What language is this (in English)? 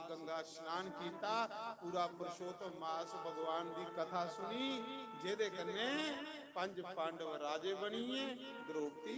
Dogri